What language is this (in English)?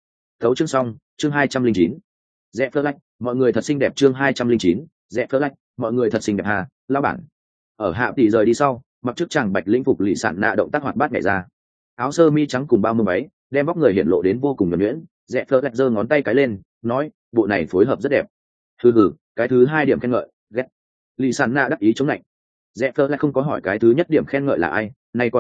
Vietnamese